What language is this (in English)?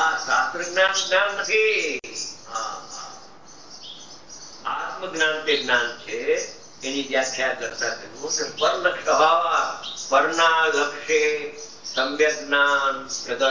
Gujarati